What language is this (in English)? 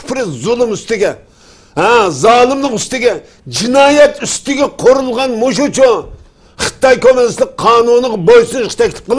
Uyghur